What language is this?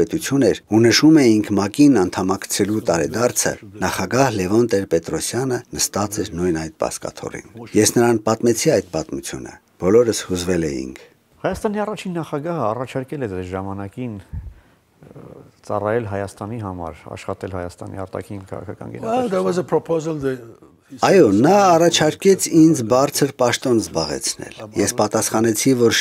Armenian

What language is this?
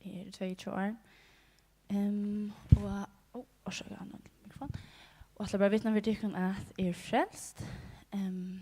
Faroese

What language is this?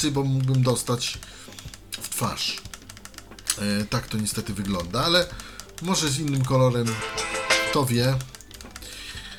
Polish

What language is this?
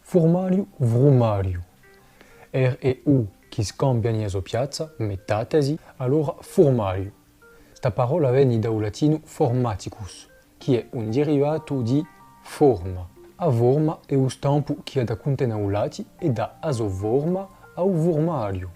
Corsican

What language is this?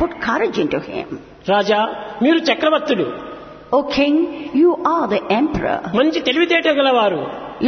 Telugu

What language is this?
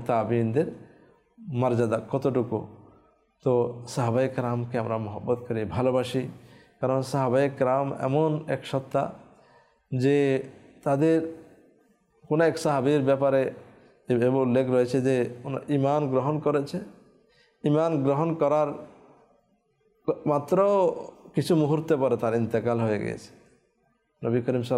Bangla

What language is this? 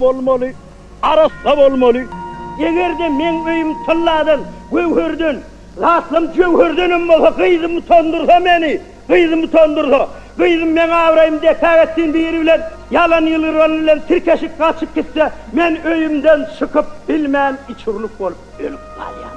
Turkmen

